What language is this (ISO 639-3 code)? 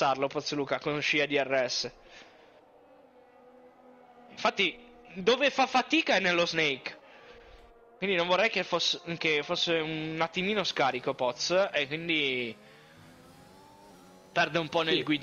ita